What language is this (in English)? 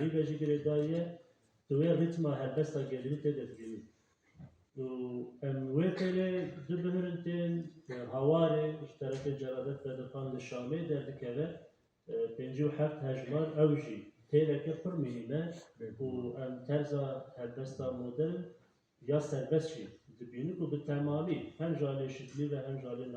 Kurdish